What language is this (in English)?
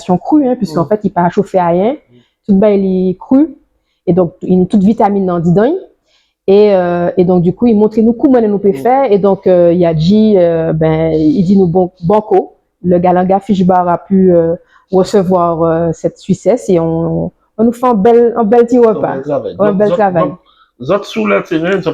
Guadeloupean Creole French